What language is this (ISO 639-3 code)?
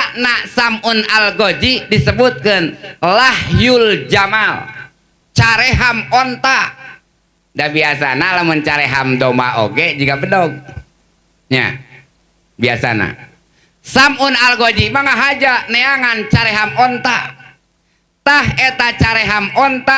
sun